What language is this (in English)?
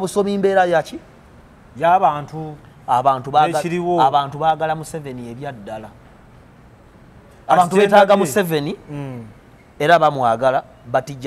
Ganda